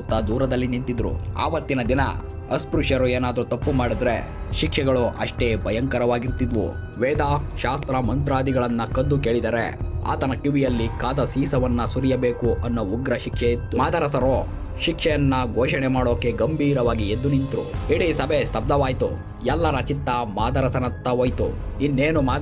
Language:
Kannada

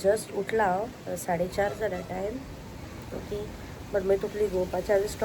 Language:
Konkani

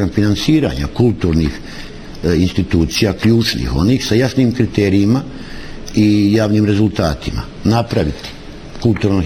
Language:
Bosnian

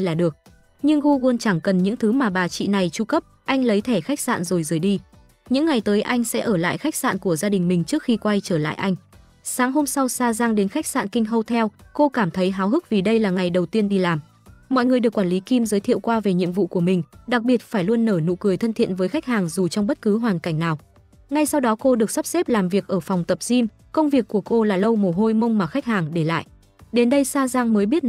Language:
Vietnamese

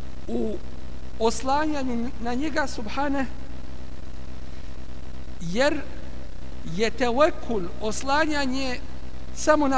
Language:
Bosnian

